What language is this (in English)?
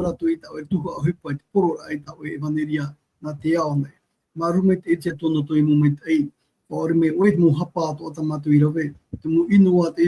Tahitian